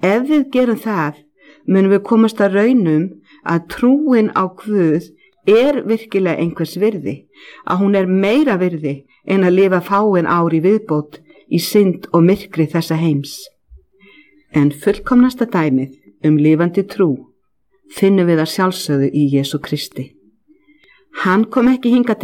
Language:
Icelandic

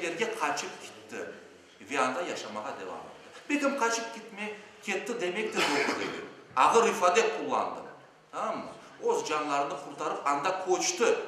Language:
Crimean Tatar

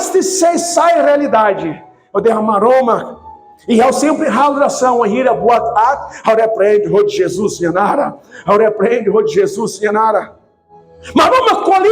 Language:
Tetum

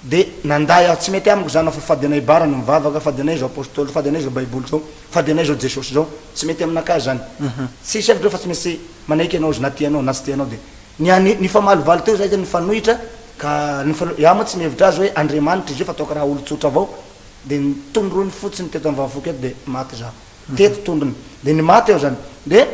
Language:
Malagasy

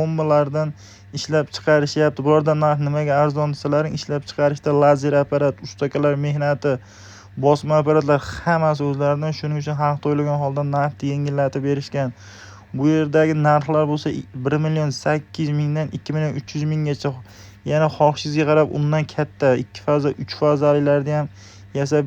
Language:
Uzbek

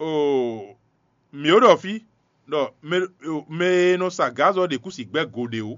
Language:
Fon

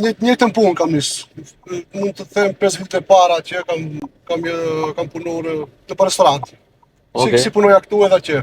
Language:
Albanian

